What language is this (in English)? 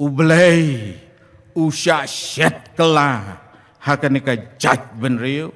Khasi